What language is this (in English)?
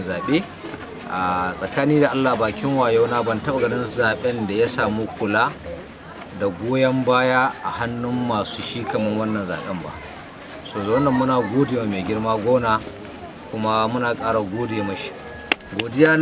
Hausa